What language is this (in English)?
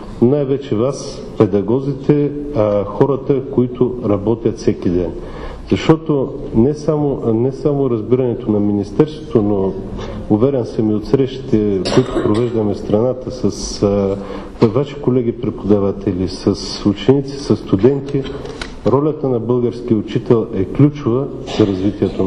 Bulgarian